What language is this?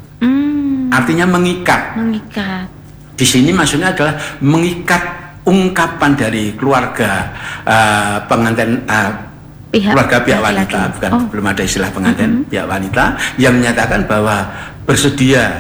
Indonesian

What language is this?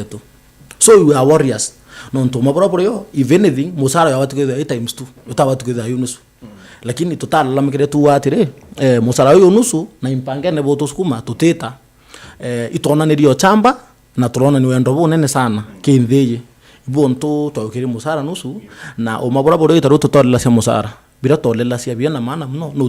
Meru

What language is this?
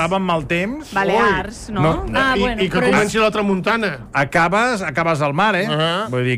Catalan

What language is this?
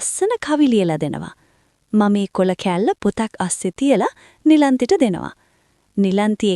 Sinhala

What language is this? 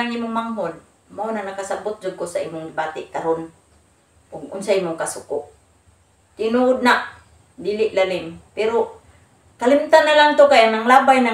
Cebuano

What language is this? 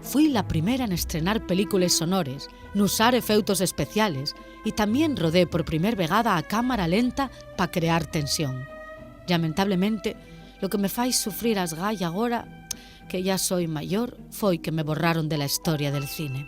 Asturian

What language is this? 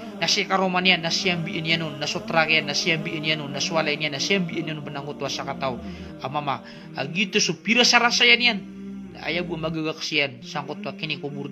Maranao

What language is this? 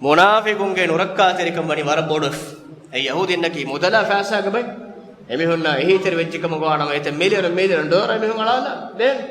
Divehi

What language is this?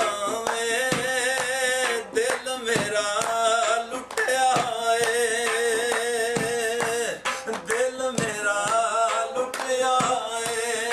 Punjabi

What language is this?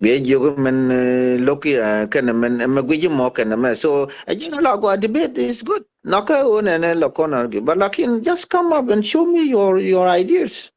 Nuer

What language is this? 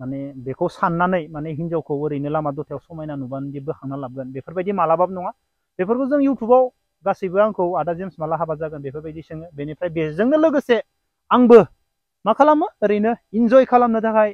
Bodo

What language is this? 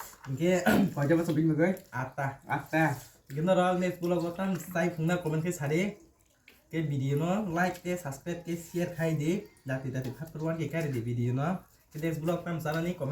Kok Borok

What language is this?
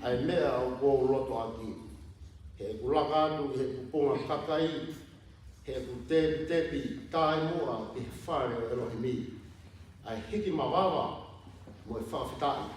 Tongan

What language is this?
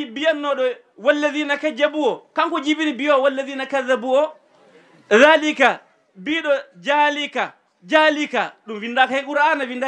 Fula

